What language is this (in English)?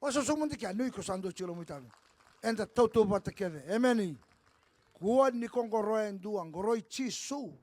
Fijian